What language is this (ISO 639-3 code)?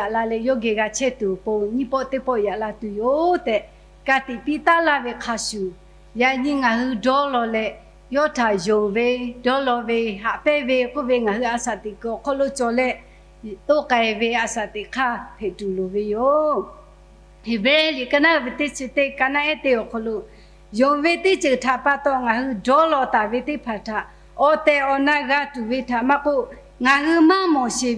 lhu